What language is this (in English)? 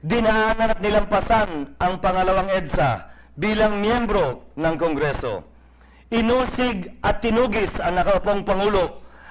Filipino